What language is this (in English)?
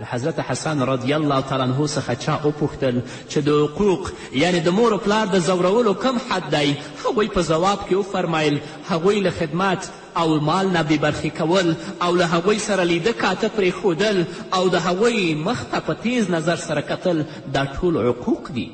Pashto